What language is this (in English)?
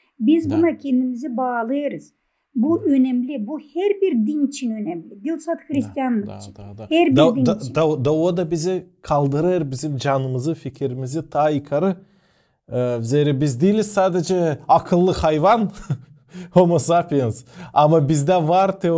Gagauz